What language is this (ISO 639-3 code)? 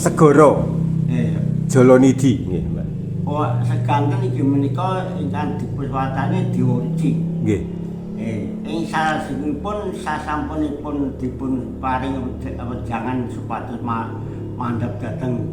jav